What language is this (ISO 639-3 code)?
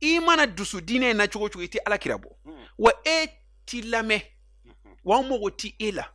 bam